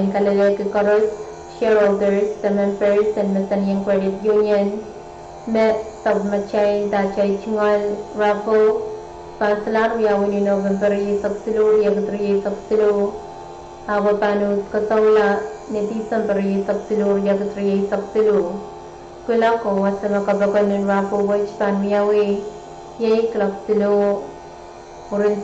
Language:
Pohnpeian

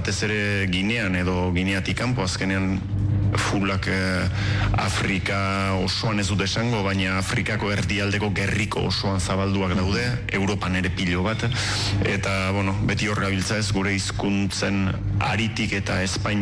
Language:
Basque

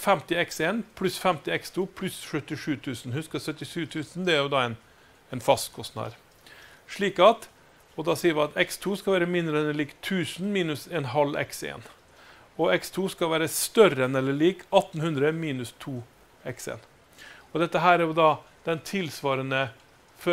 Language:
Norwegian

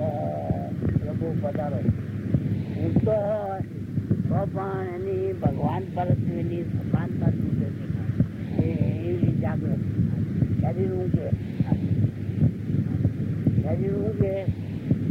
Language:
Gujarati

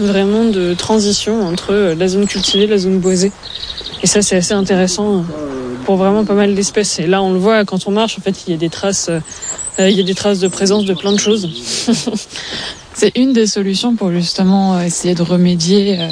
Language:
French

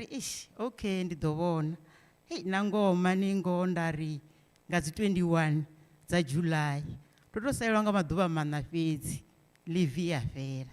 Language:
Venda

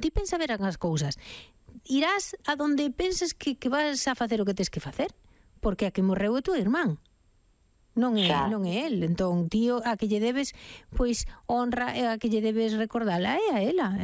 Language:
Galician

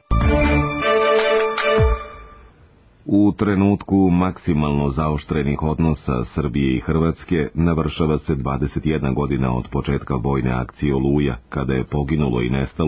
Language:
Serbian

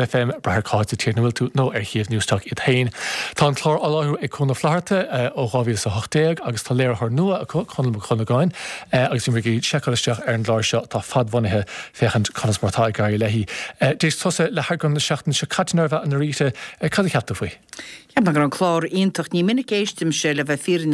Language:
Irish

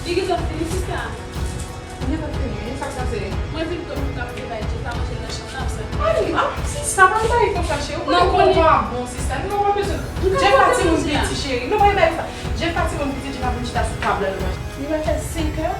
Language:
Haitian Creole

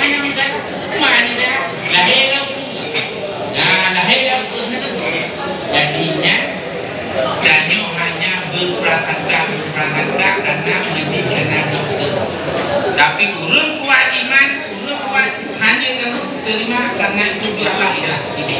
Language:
Achinese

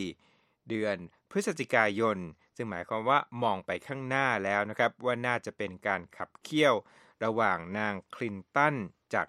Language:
Thai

